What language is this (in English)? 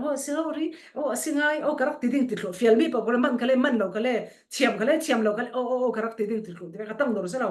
Falam Chin